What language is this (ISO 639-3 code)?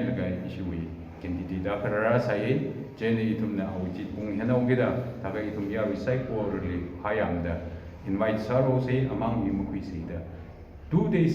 nmf